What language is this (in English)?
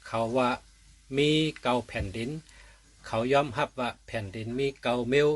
Shan